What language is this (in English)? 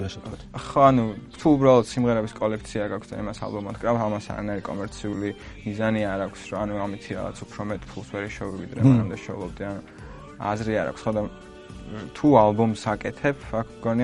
Georgian